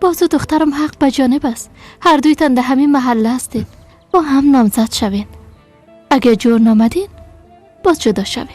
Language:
Persian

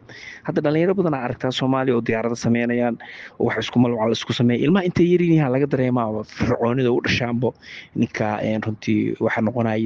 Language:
Somali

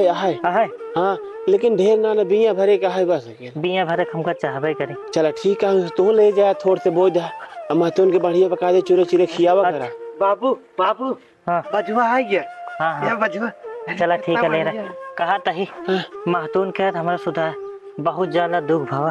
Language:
Awadhi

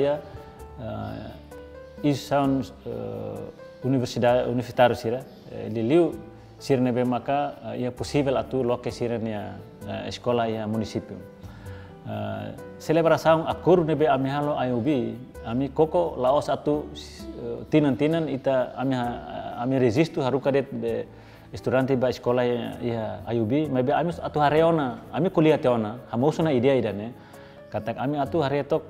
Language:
Tetum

